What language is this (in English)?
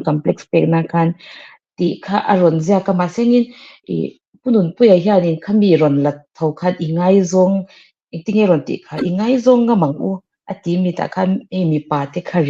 Mizo